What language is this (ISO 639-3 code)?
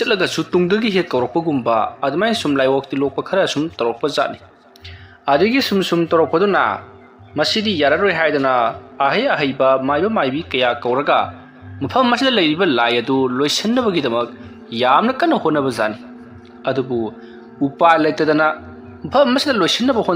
mni